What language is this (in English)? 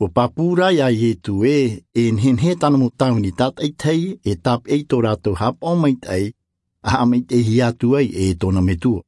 Tahitian